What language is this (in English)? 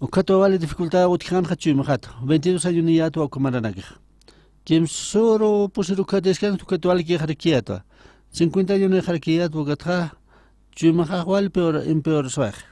Aymara